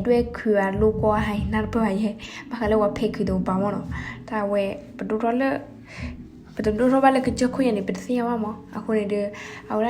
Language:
S'gaw Karen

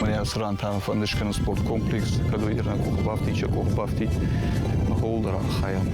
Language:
Ossetic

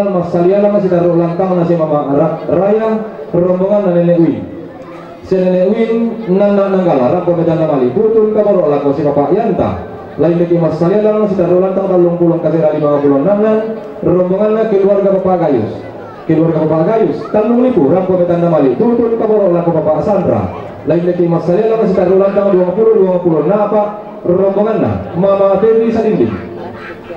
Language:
Toraja-Sa'dan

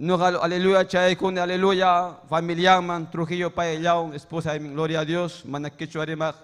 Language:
Ayacucho Quechua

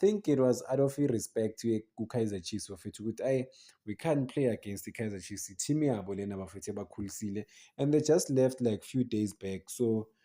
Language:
Zulu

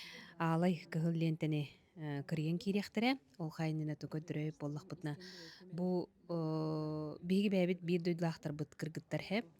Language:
Yakut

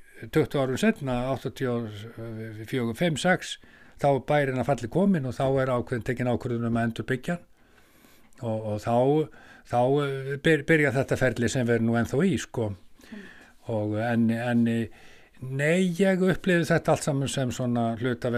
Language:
Icelandic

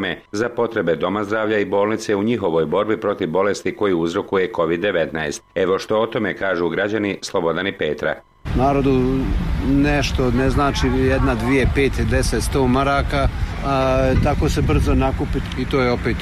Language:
Bosnian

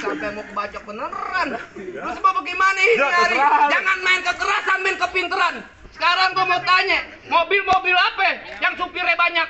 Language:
Betawi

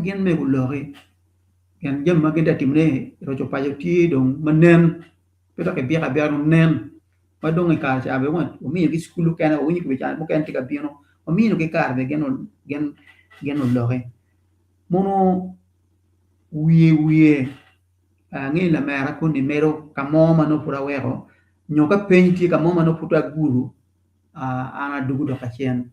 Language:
Acoli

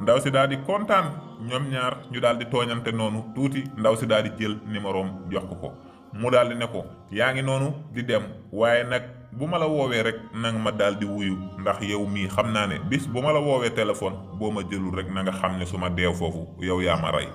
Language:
Wolof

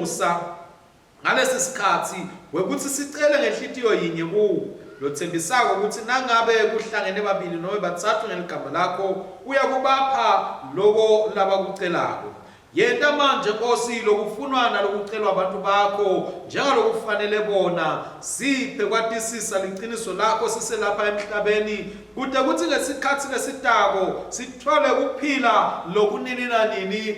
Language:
Swati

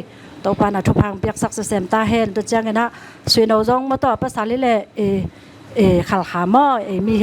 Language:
Tedim Chin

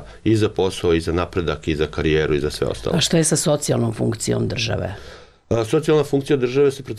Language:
Serbian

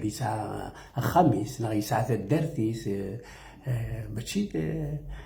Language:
Kabyle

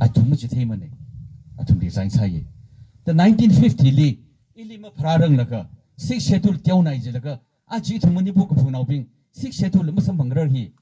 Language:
Tangkhul Naga (India)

